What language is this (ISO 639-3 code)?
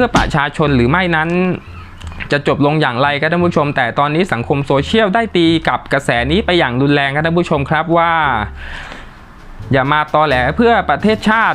tha